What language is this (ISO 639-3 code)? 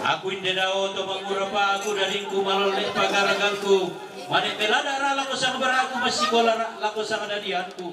sda